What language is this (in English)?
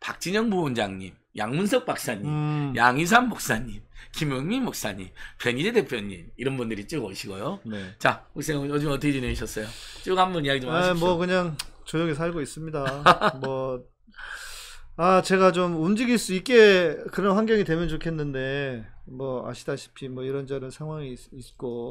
Korean